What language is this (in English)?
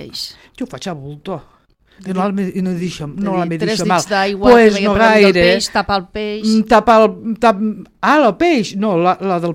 Catalan